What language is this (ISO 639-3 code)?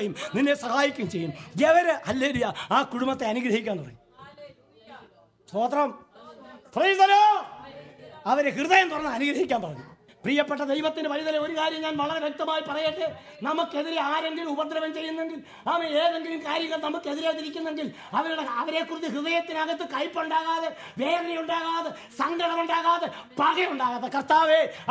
mal